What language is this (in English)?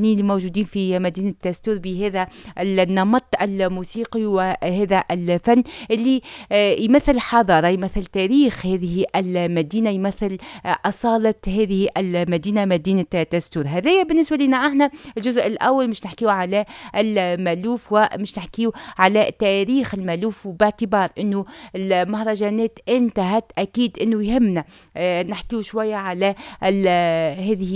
Tunisian Arabic